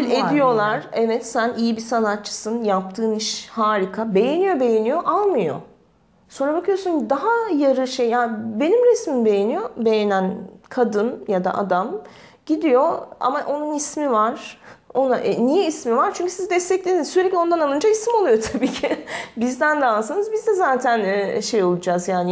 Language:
Turkish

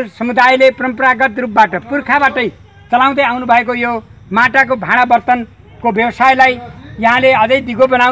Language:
Nepali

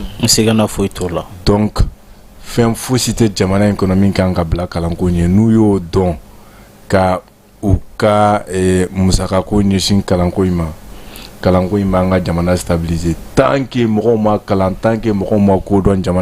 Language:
Bambara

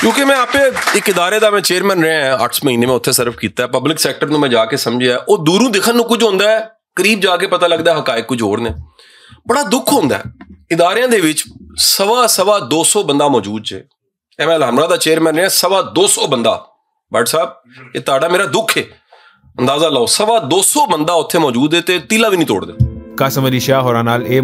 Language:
Western Panjabi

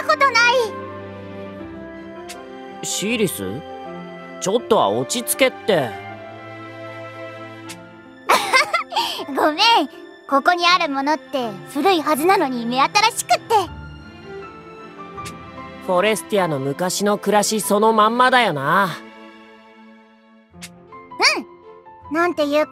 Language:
Japanese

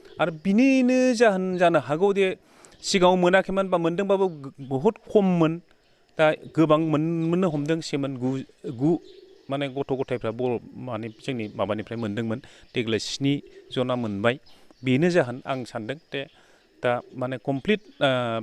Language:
Bodo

